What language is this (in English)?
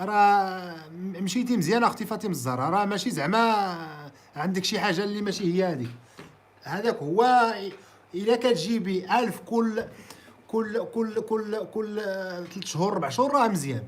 Moroccan Arabic